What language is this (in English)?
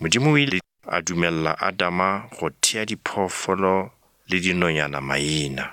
Northern Sotho